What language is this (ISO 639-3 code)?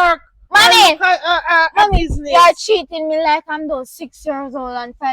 jam